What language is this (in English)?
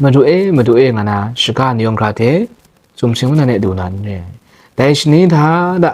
Kachin